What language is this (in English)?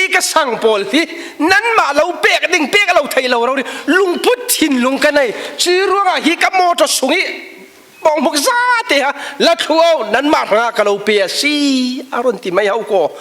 Falam Chin